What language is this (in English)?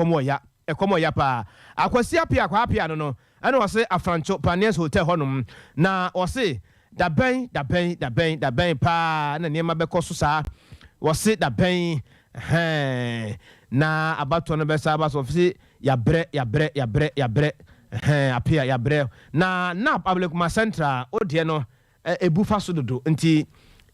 Akan